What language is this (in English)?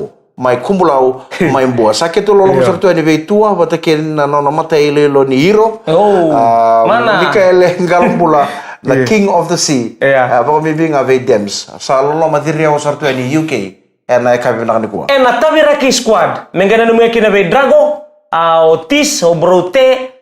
Fijian